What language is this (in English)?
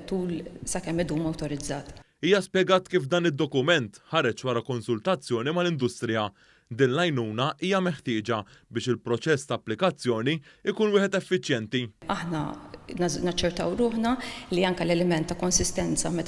Maltese